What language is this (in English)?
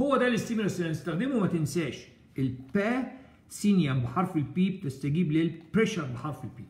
Egyptian Arabic